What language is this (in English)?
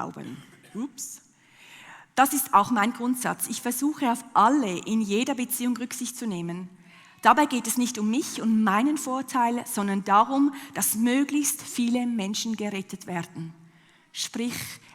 Swiss German